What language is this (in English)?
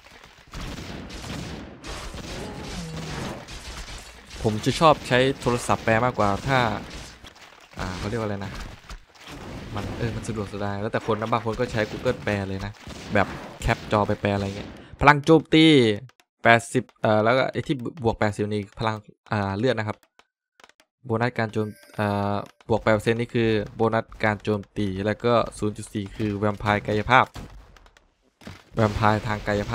Thai